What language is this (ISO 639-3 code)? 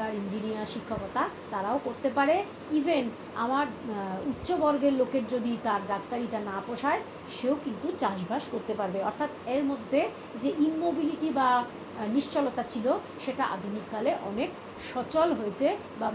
ben